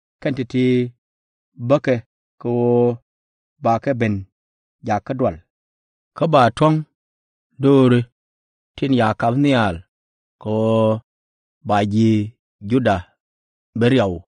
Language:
Nuer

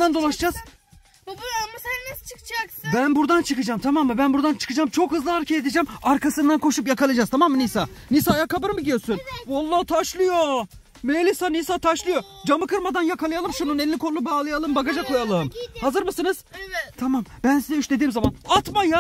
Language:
Turkish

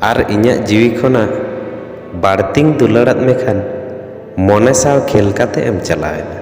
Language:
Santali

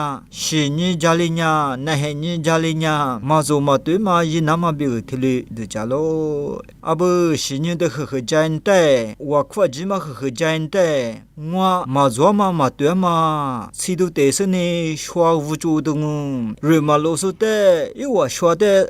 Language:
Lisu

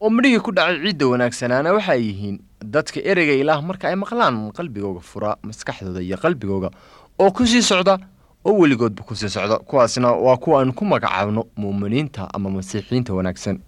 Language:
Somali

